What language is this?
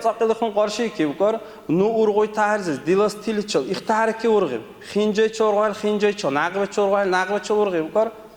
Dargwa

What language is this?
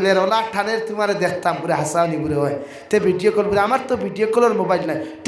Sylheti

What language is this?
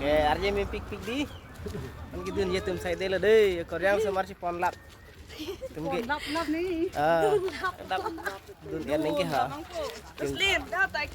Karbi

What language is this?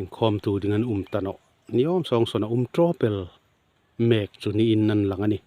Hmar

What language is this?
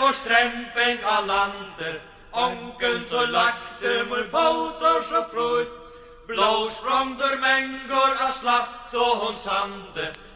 Icelandic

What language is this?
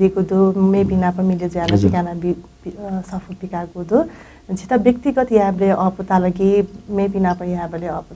Newari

